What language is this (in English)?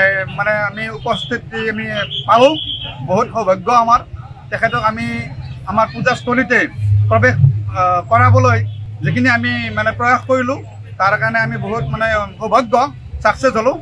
Assamese